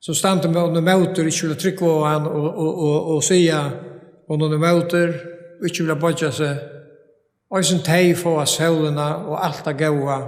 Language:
Faroese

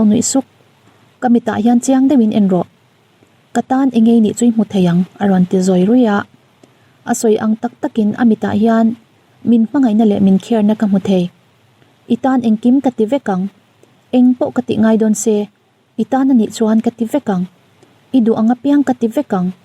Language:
Mizo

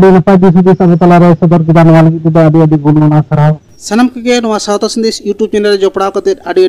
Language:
Santali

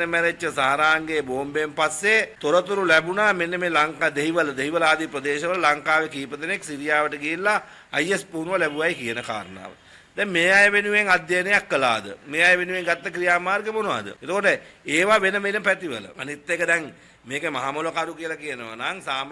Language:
Sinhala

